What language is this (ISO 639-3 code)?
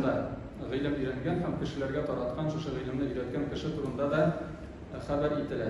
tat